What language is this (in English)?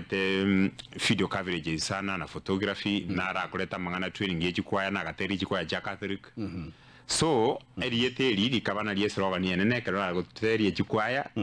Gusii